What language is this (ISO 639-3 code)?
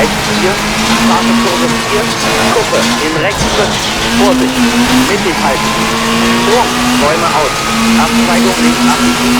bar